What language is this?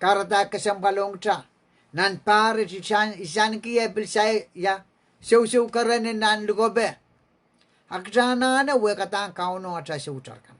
Pohnpeian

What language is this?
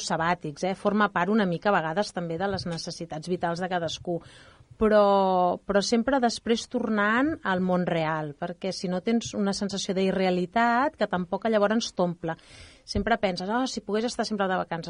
Catalan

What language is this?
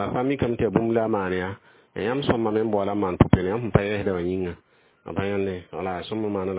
Mossi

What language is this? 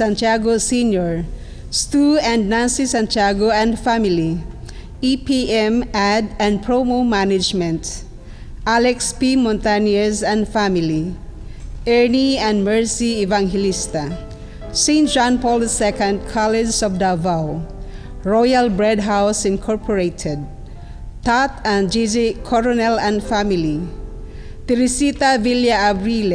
Cebuano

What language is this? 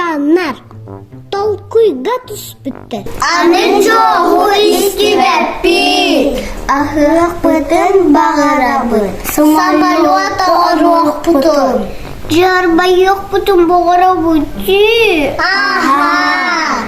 Yakut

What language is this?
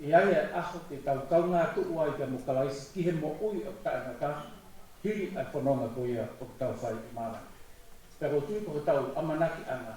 Tongan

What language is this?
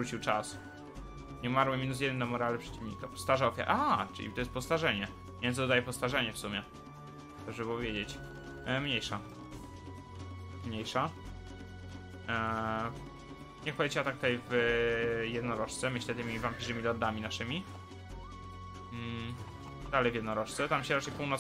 Polish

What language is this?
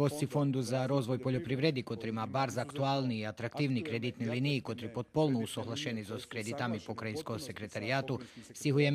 Rusyn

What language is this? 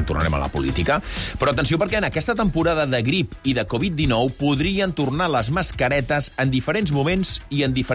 Catalan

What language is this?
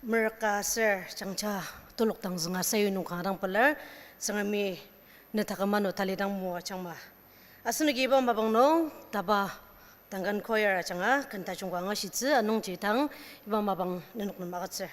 Ao Naga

